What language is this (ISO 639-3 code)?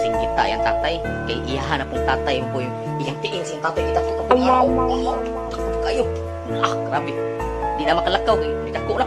ceb